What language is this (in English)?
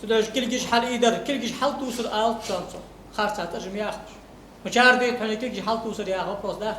Ingush